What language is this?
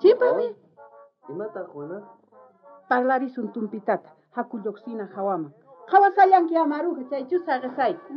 South Bolivian Quechua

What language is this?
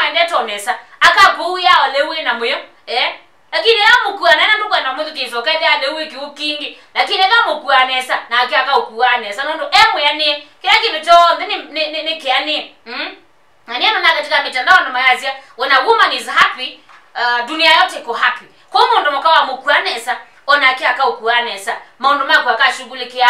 Kamba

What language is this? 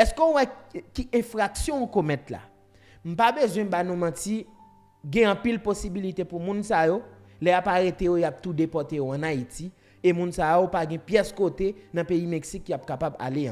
Haitian Creole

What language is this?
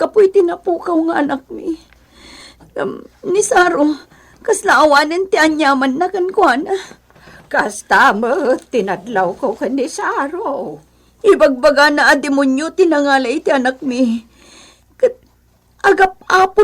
Iloko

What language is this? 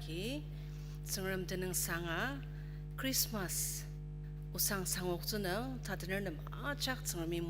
Ao Naga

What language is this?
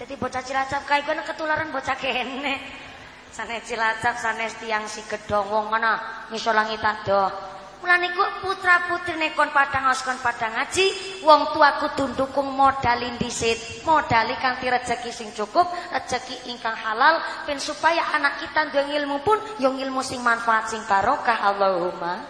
Javanese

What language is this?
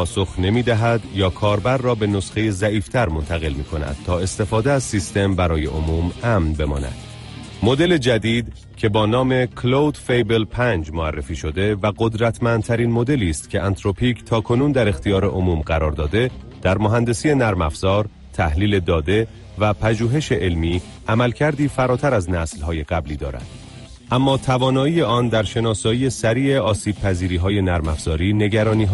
Persian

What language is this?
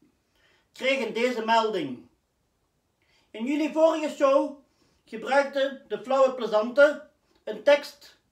Dutch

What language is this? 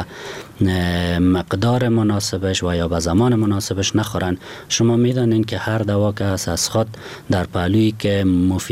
Persian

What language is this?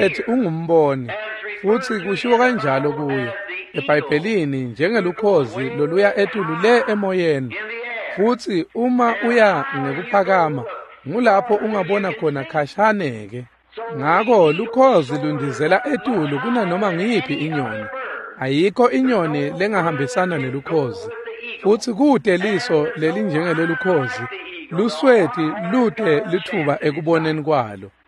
Swati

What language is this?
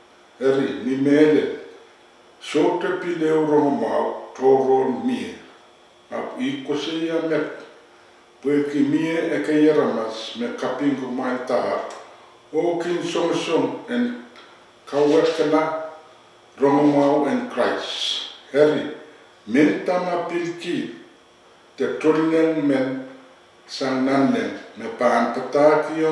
Pohnpeian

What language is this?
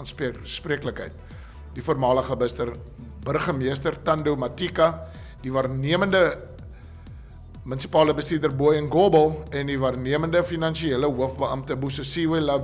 Afrikaans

